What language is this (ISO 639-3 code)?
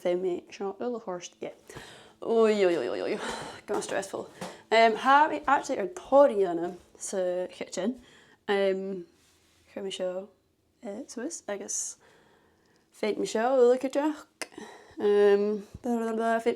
gla